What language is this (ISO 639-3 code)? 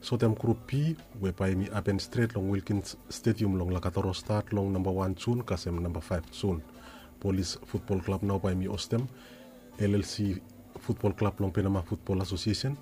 bis